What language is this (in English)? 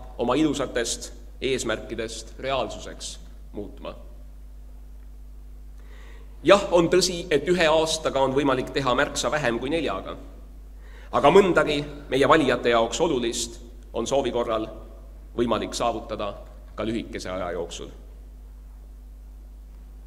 Estonian